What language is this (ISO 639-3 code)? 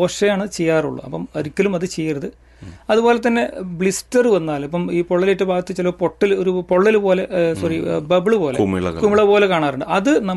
mal